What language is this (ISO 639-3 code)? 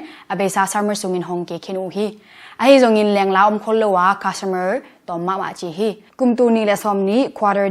ctd